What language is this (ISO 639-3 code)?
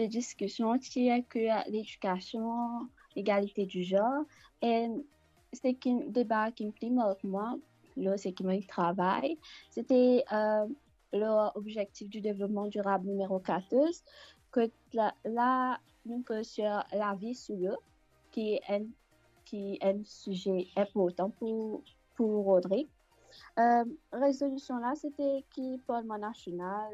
mfe